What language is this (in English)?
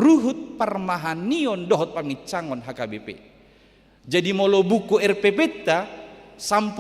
Batak Toba